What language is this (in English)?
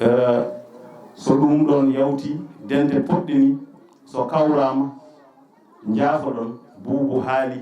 Fula